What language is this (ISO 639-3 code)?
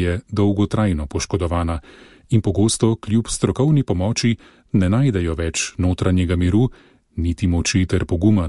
slv